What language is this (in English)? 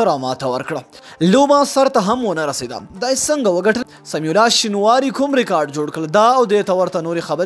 Pashto